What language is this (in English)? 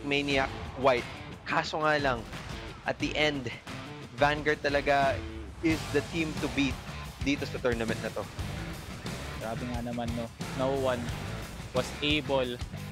Filipino